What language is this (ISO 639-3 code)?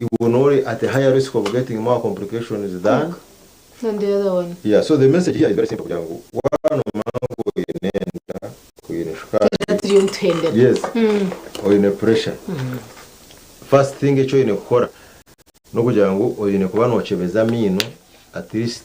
nyn